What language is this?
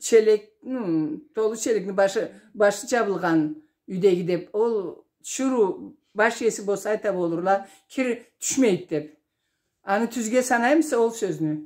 Karachay-Balkar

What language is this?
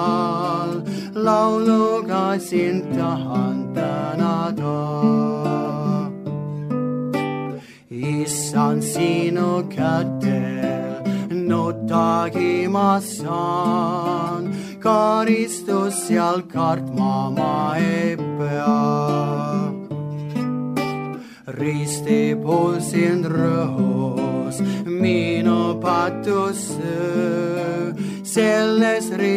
Estonian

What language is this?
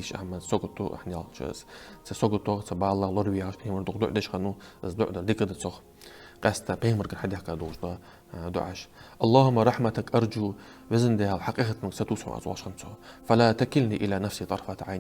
Ingush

